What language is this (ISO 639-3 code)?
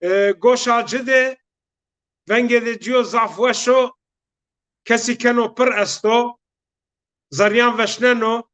zza